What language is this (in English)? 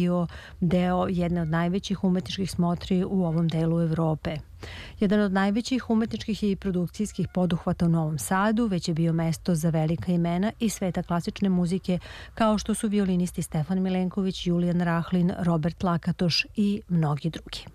Serbian